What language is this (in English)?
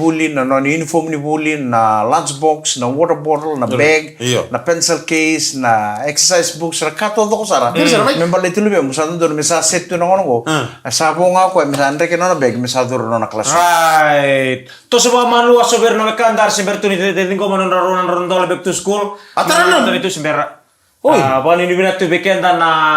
Fijian